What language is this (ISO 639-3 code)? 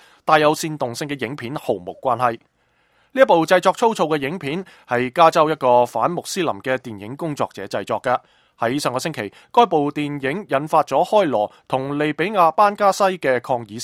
yue